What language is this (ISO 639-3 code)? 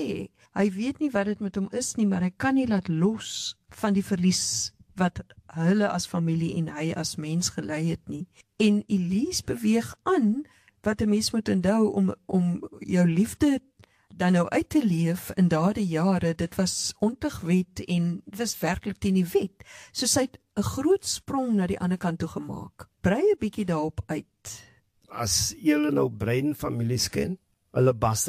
afr